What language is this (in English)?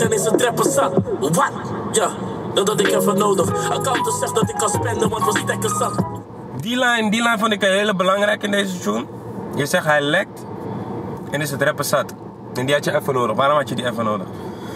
Dutch